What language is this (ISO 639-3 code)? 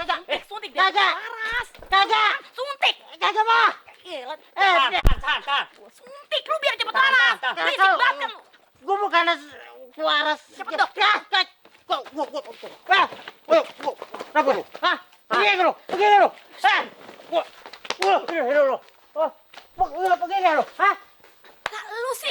bew